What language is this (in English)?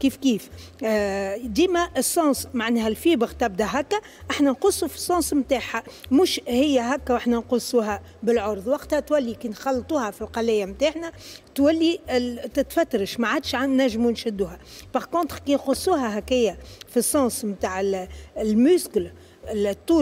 Tunisian Arabic